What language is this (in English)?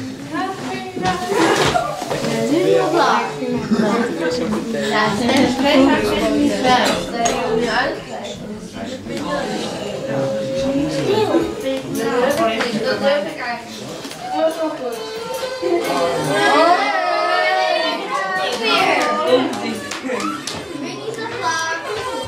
Dutch